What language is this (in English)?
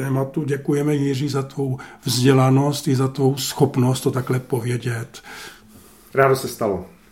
Czech